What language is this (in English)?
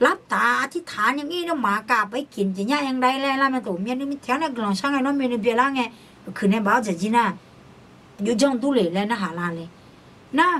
Akha